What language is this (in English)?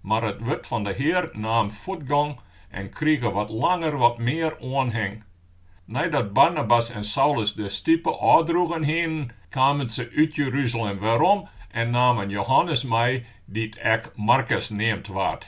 Western Frisian